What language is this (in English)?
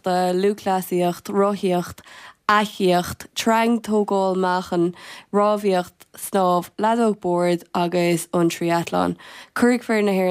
Irish